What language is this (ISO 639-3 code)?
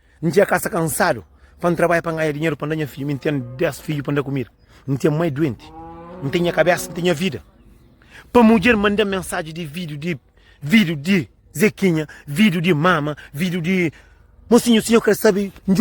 kea